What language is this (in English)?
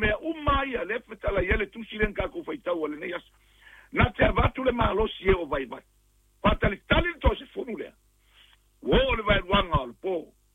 Samoan